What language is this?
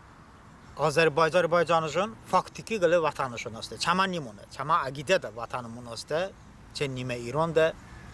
Talysh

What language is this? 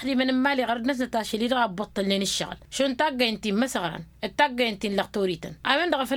Tamasheq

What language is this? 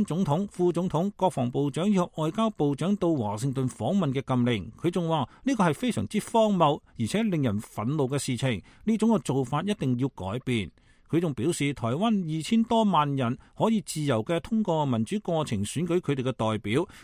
Cantonese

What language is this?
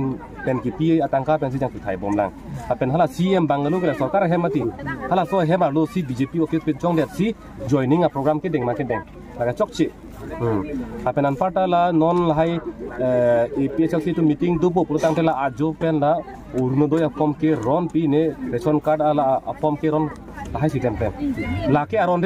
Karbi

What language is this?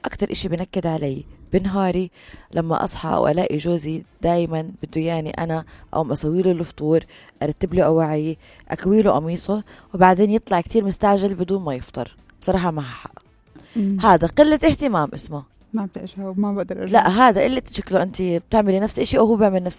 North Levantine Arabic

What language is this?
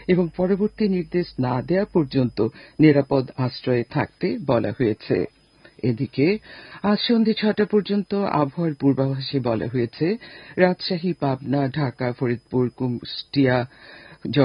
Bangla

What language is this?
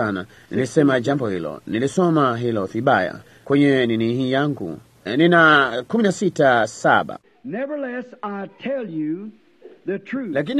Swahili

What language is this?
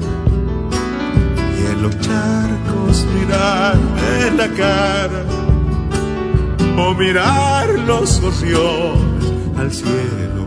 Spanish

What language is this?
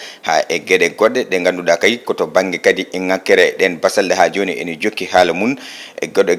Fula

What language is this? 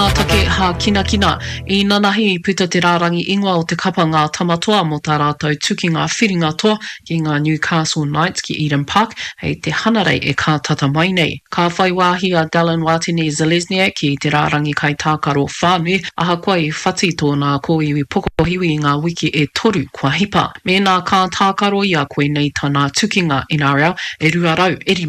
Māori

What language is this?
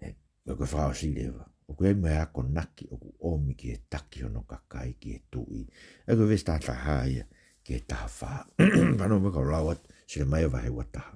Tongan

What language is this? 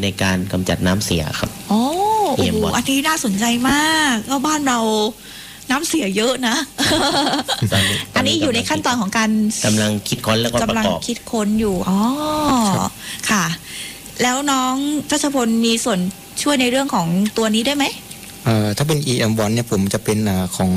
Thai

